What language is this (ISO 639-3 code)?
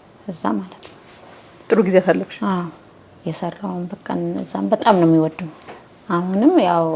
amh